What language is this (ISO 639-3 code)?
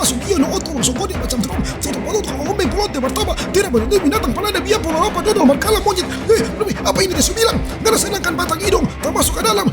xmm